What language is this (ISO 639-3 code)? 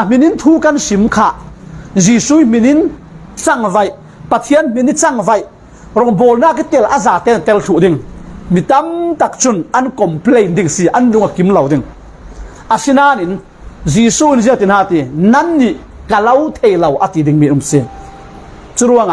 cfm